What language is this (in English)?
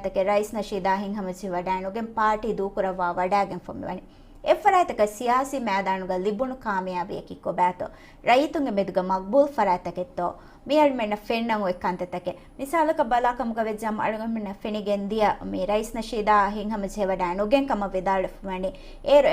Divehi